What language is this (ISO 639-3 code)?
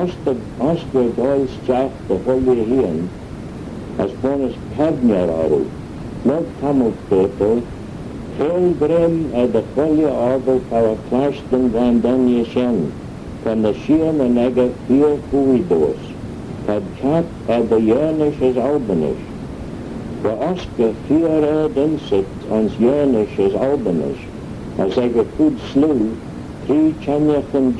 glv